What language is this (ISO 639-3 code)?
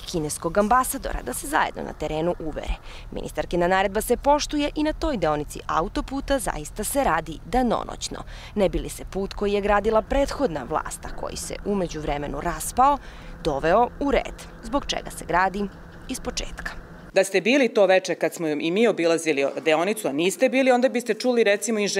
srp